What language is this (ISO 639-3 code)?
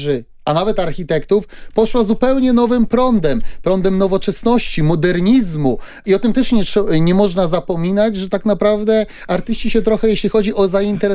pol